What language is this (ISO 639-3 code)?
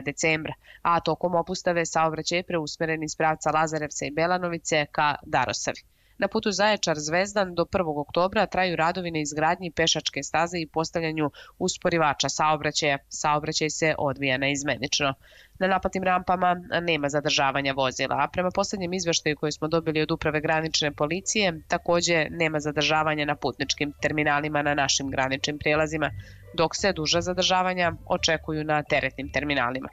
srp